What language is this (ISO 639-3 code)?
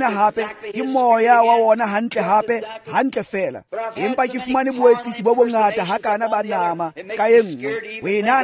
tsn